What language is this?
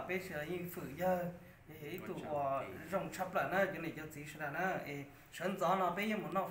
Hmong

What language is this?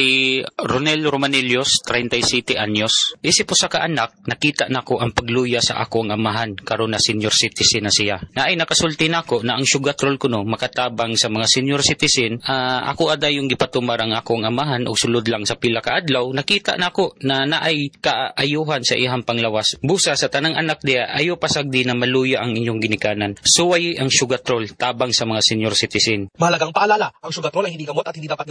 Cebuano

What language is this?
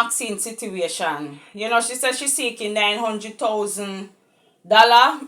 Jamaican Creole English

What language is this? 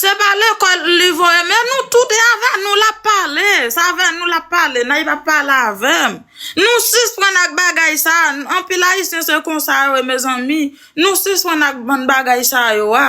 Haitian Creole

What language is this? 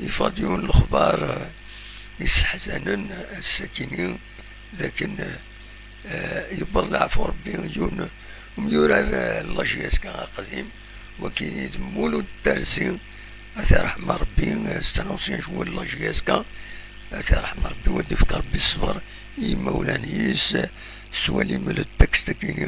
Kabyle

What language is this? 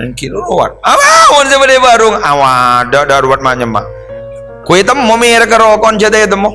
Madurese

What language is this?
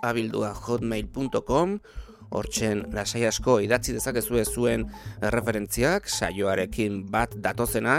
Basque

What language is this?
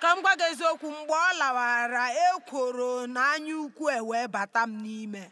Igbo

